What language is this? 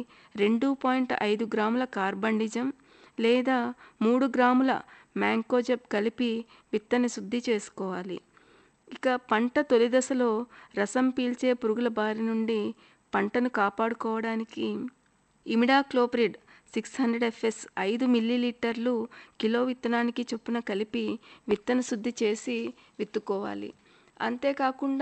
Telugu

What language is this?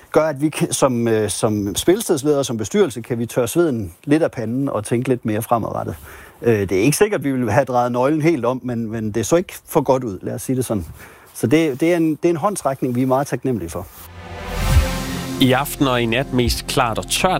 Danish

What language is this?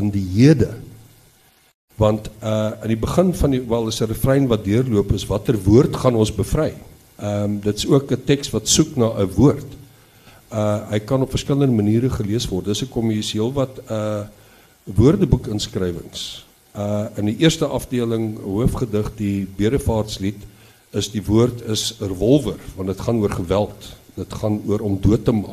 Afrikaans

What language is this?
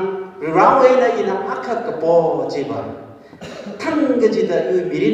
Tangkhul Naga (India)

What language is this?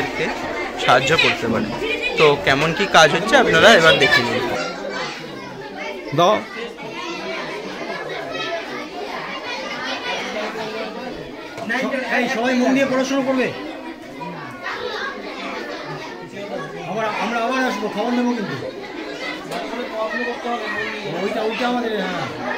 Bangla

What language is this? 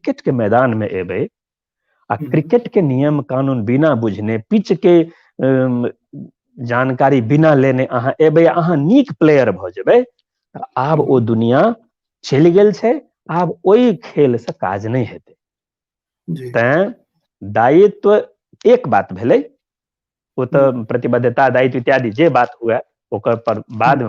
Maithili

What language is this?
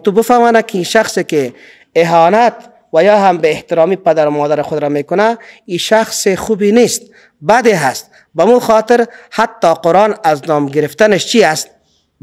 Persian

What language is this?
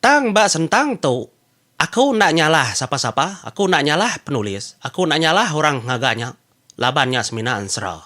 Iban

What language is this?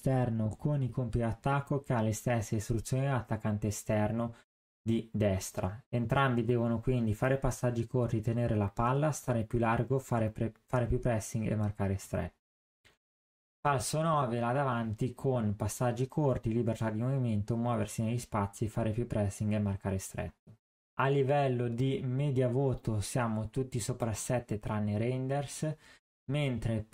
Italian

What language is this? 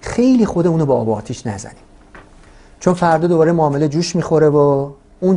Persian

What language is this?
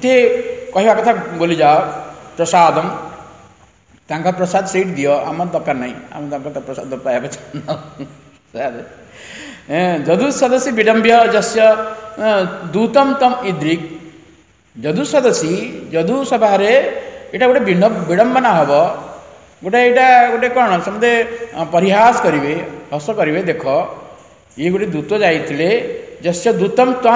Odia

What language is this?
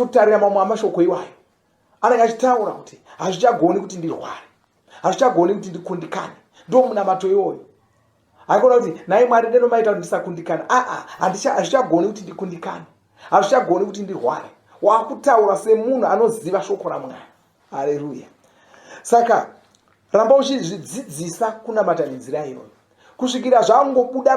Shona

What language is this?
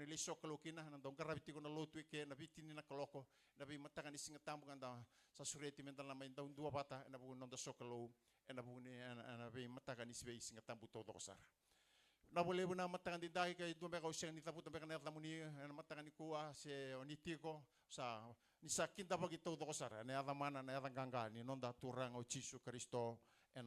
Fijian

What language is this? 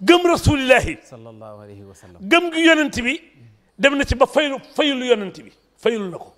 Wolof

